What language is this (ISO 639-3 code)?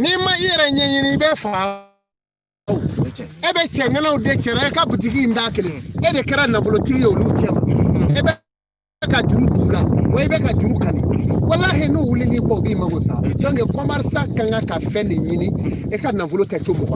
bam